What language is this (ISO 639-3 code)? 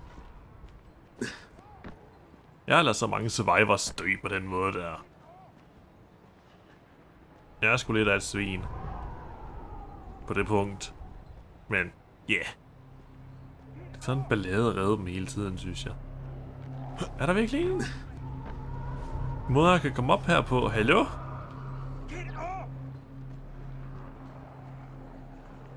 dan